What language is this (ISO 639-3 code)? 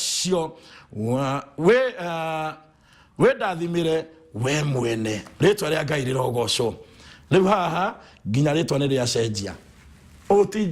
kik